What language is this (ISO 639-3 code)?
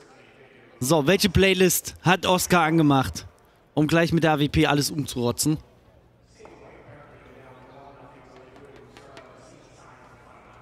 deu